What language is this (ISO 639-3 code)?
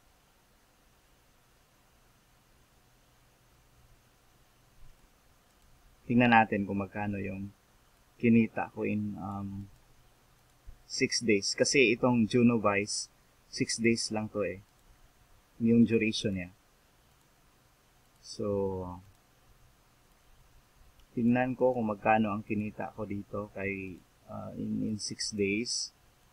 fil